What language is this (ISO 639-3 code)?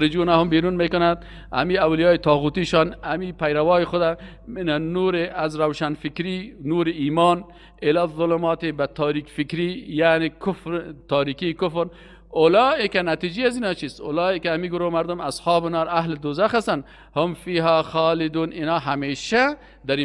fas